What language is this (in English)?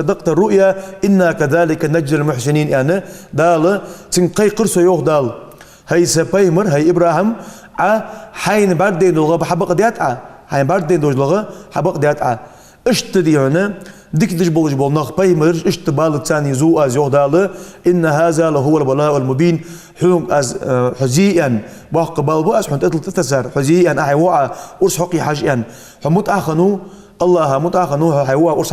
Ingush